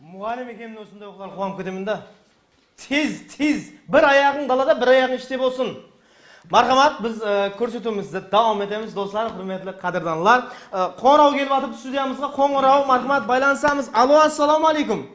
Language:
Kara-Kalpak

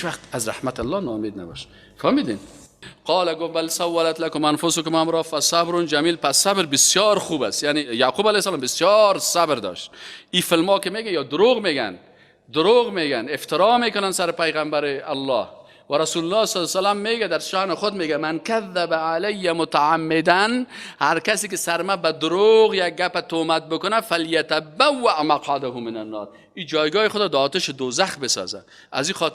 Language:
Persian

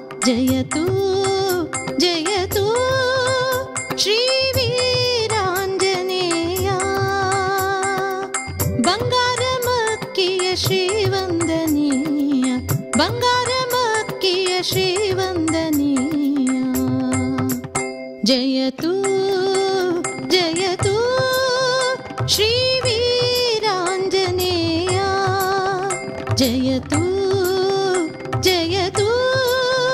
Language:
Kannada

